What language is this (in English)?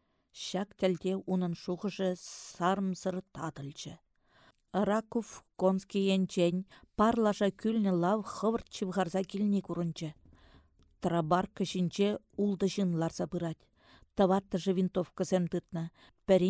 Chuvash